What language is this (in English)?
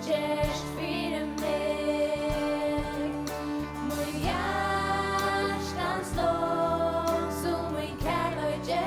Faroese